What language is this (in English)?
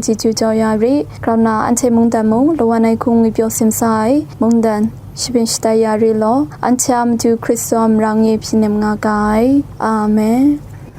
Kachin